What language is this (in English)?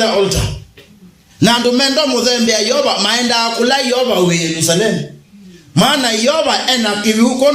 Kamba